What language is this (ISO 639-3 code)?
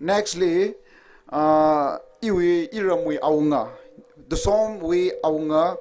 nmf